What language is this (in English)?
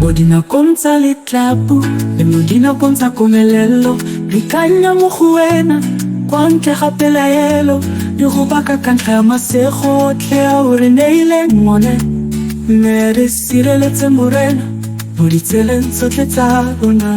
Tswana